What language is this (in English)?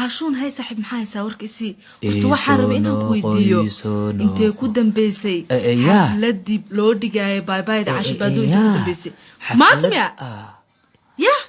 Somali